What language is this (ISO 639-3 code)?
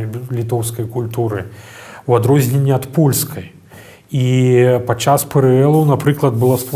bel